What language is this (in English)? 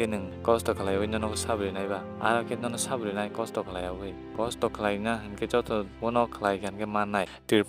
Kok Borok